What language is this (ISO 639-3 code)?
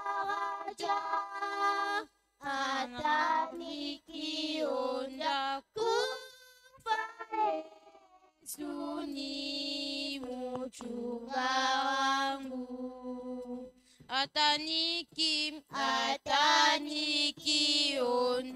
swa